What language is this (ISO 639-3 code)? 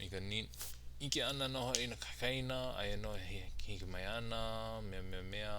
haw